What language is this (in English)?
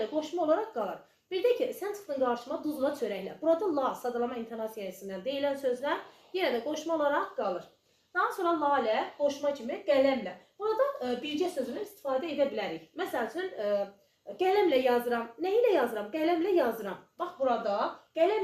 Azerbaijani